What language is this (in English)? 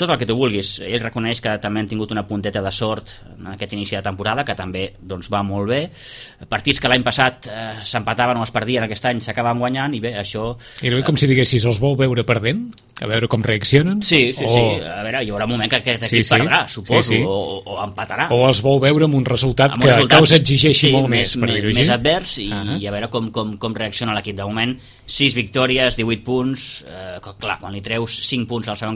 Catalan